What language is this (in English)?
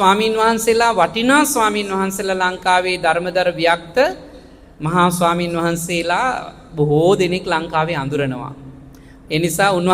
Sinhala